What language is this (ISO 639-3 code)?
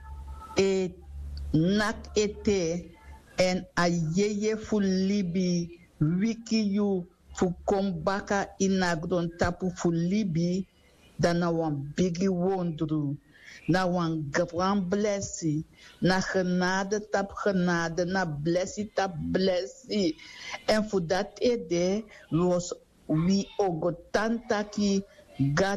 srn